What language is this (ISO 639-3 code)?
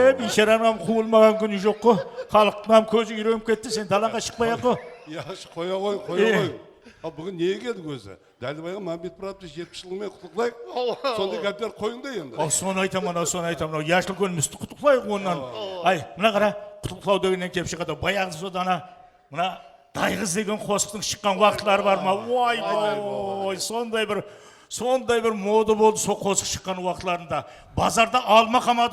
kaa